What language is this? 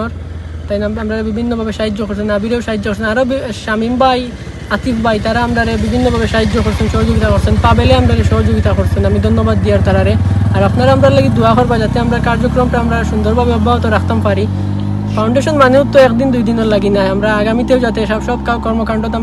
Sylheti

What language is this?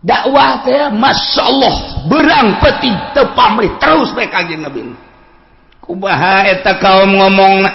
Sundanese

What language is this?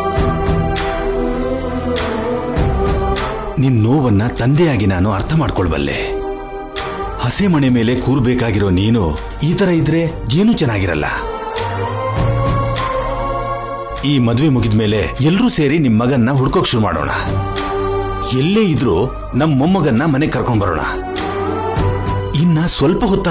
Kannada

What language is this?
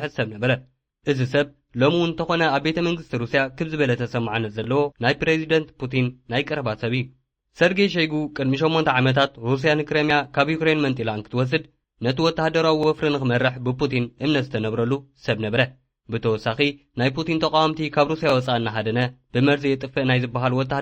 Tigrinya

